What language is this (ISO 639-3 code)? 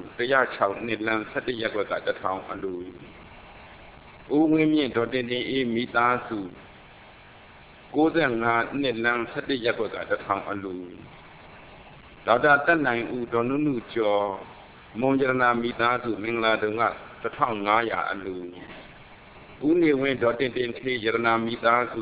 mya